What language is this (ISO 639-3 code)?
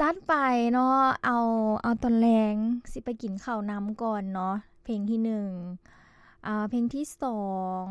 lao